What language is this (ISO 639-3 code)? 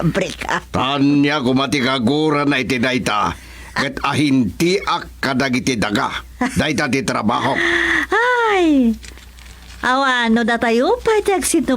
ilo